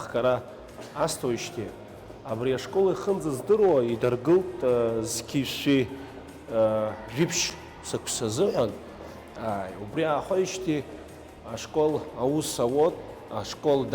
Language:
Abkhazian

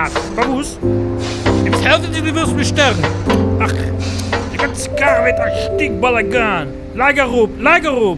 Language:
Yiddish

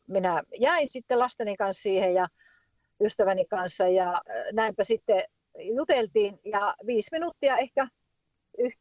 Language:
Finnish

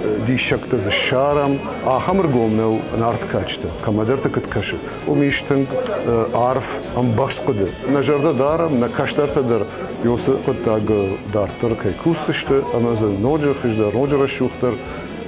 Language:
Ossetic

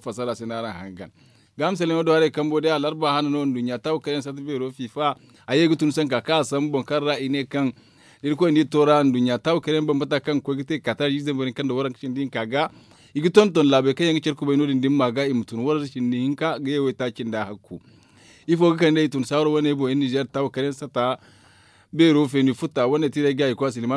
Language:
Zarma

